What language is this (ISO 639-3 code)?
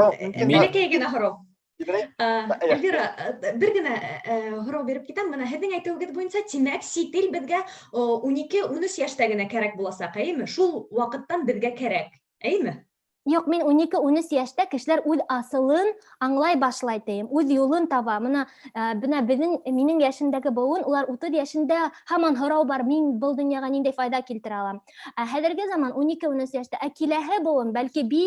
bak